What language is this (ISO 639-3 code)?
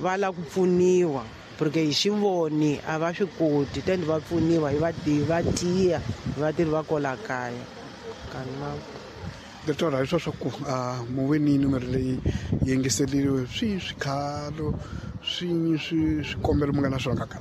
tso